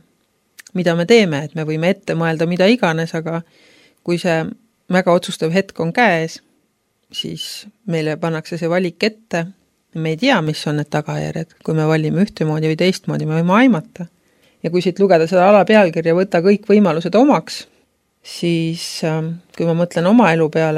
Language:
Estonian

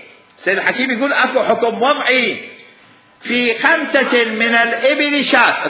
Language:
Mesopotamian Arabic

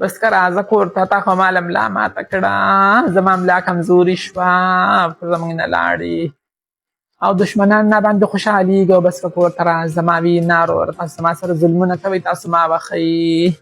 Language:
Pashto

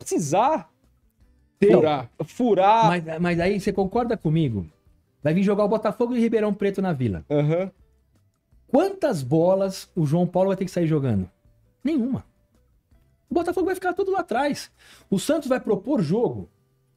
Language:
Portuguese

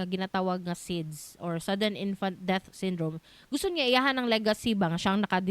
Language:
Cebuano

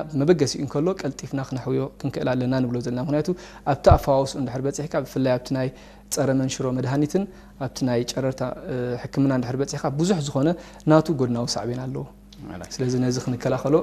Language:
Tigrinya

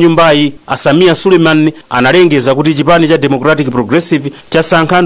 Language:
Nyanja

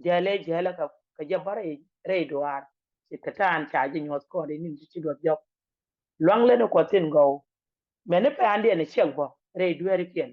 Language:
Nuer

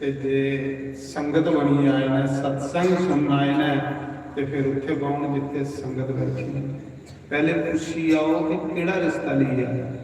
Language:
Dogri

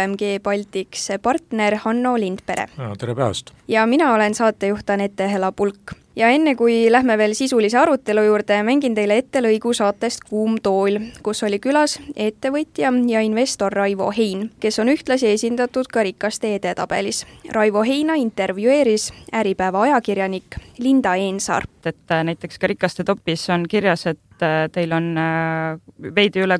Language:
Estonian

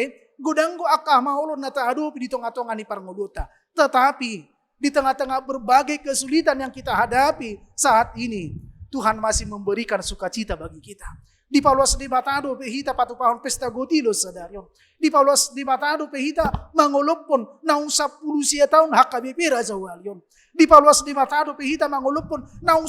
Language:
Batak Toba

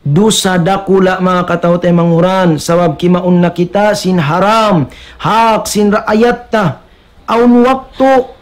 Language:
Tausug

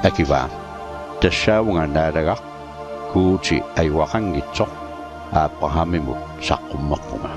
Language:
Kalaallisut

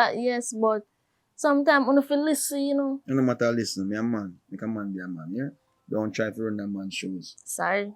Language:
Jamaican Creole English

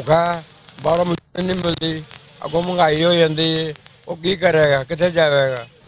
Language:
Western Panjabi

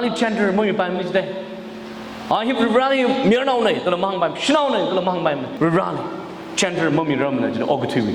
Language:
Tangkhul Naga (India)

